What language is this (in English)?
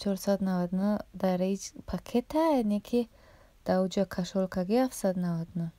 Tajik